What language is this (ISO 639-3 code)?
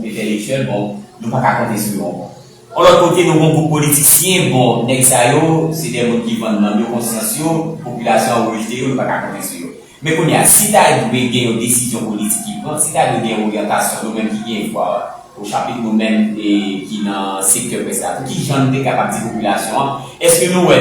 hat